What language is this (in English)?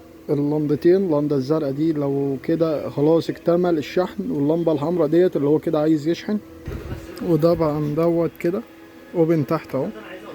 Egyptian Arabic